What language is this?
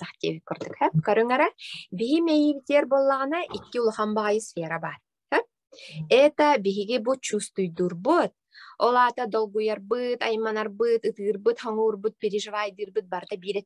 Yakut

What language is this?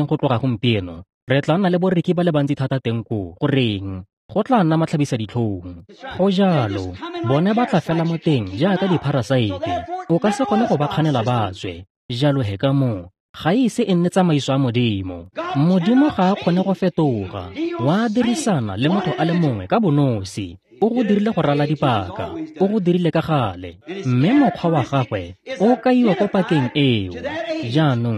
Tswana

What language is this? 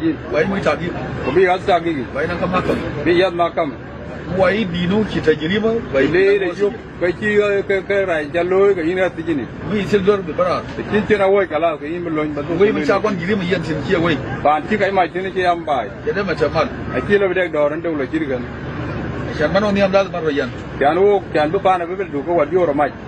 Nuer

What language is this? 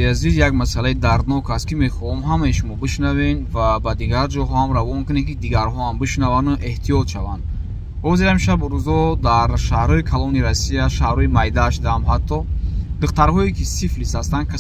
Tajik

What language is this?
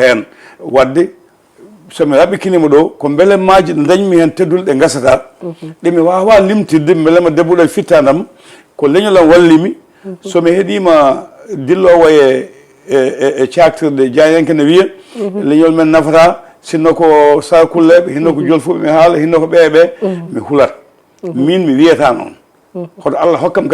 Fula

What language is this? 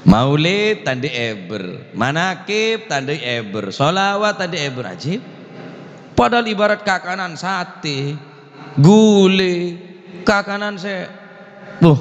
Madurese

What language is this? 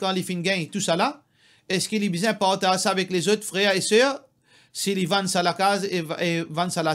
Morisyen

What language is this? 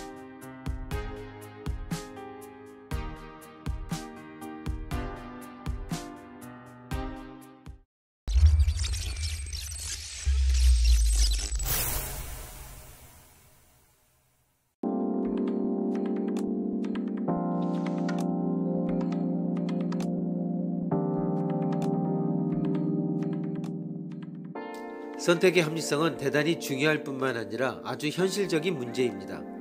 Korean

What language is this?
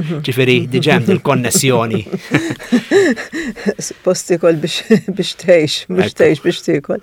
Maltese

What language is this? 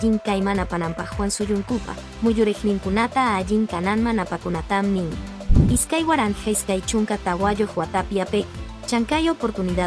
Quechua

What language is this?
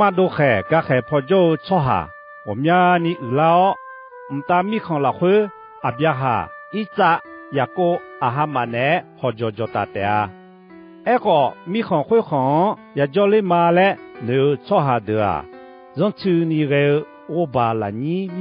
Akha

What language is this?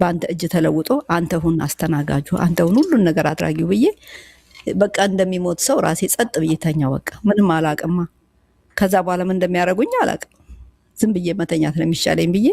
Amharic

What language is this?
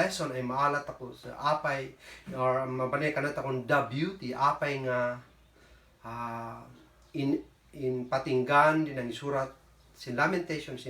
Kankanaey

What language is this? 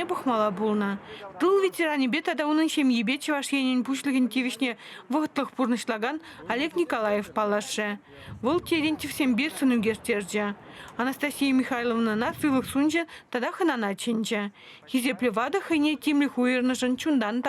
Chuvash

